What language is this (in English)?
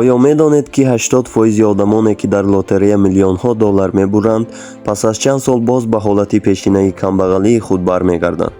Tajik